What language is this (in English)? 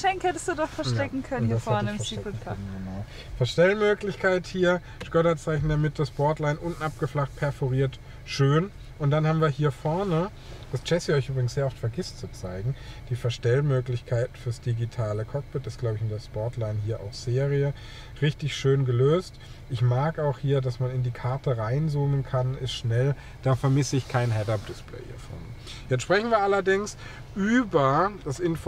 German